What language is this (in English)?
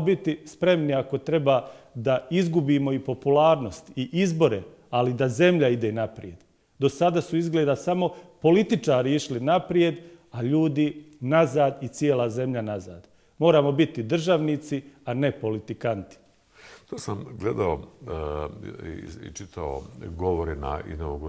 Bosnian